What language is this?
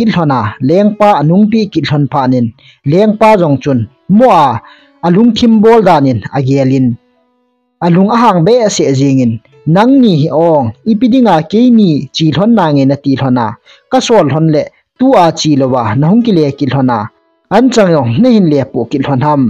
Thado Chin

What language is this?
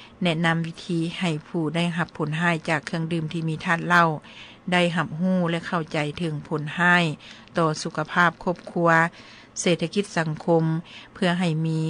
Lao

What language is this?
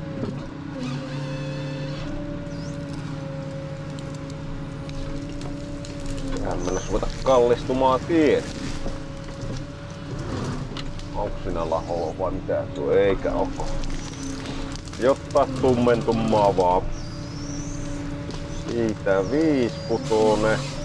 Finnish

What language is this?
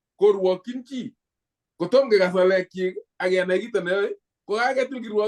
Kalenjin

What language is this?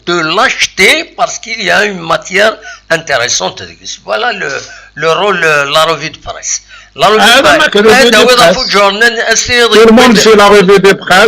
Kabyle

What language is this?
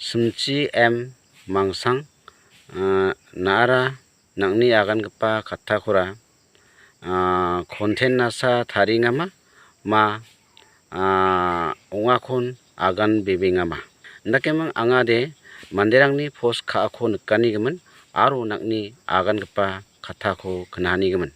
Garo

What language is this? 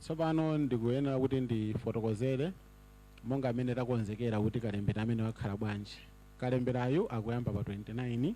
Nyanja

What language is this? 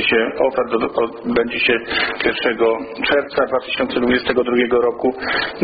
Polish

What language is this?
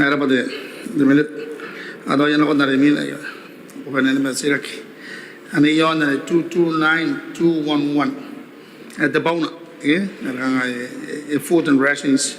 Gilbertese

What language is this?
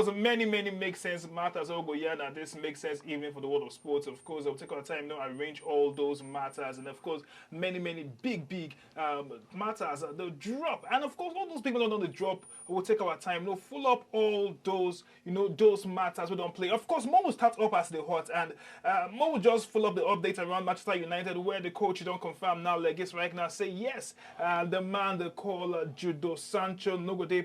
Nigerian Pidgin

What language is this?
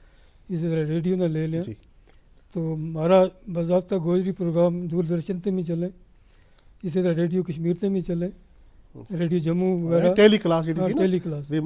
Gujari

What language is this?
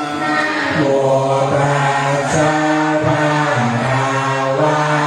Pali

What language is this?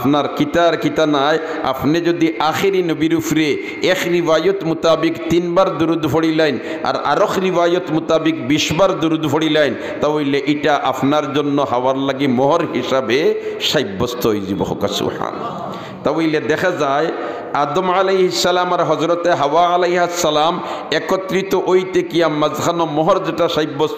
Sylheti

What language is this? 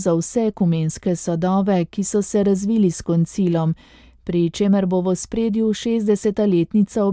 Slovenian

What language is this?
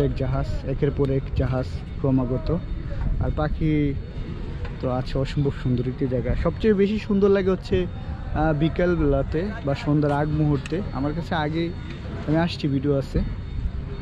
Bangla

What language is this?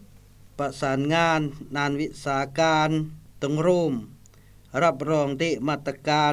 Lao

